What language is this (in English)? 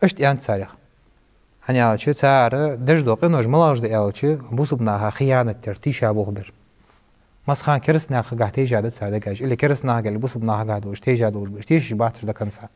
Ingush